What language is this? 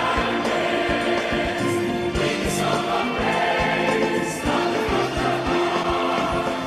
Ewe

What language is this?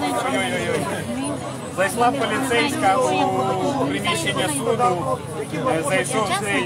Ukrainian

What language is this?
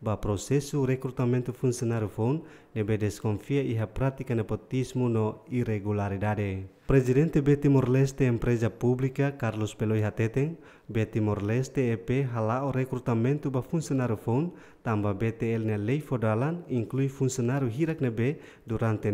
Tetum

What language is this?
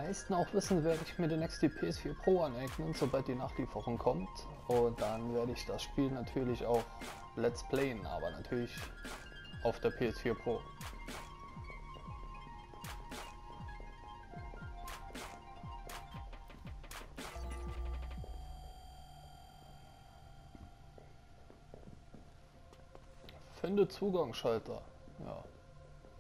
German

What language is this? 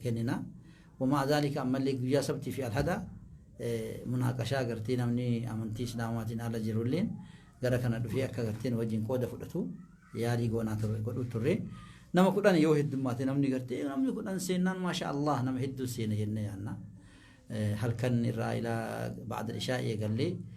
Oromo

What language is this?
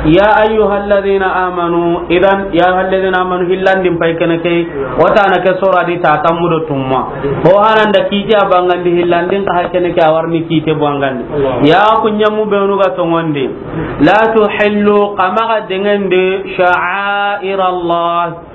Soninke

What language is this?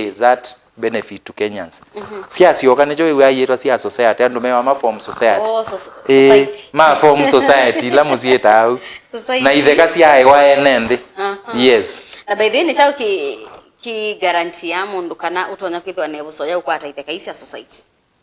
Kamba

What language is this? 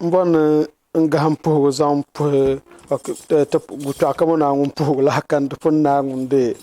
Dagbani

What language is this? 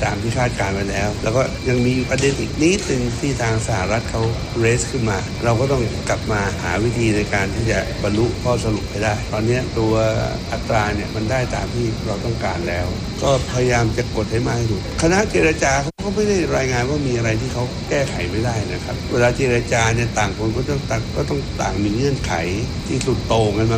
Thai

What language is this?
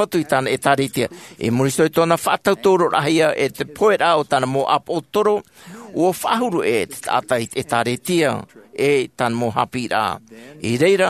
Tahitian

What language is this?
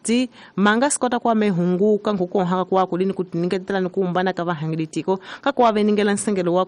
Tsonga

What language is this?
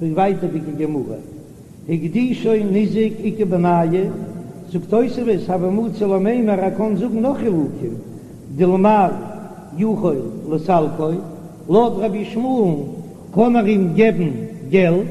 Yiddish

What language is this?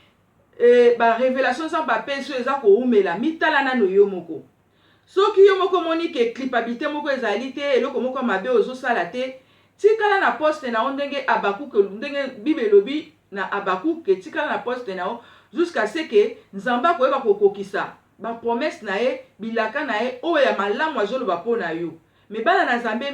Lingala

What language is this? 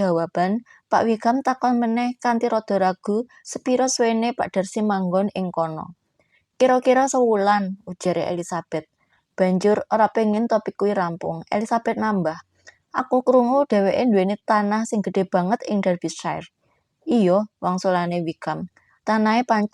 Javanese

